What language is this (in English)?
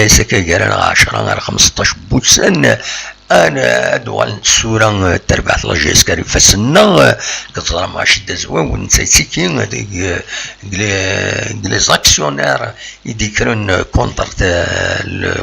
Kabyle